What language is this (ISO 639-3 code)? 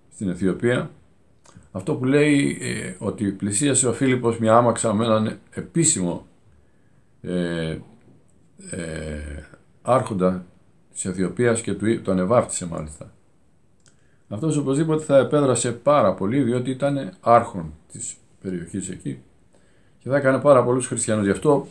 ell